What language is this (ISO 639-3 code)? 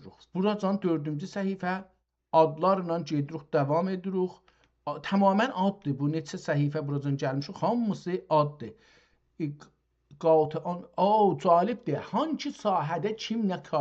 azb